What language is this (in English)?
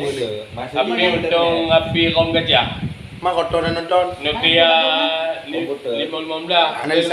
Achinese